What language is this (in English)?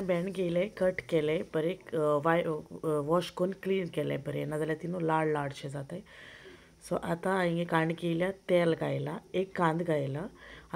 Konkani